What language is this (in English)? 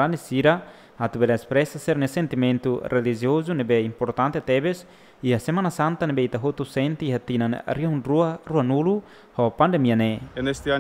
Tetum